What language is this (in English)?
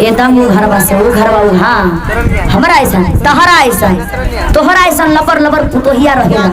Magahi